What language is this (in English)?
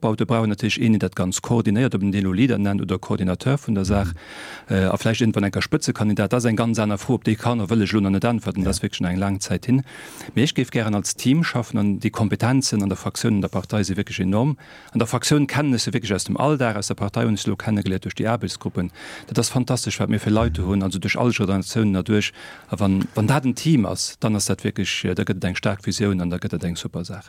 Luxembourgish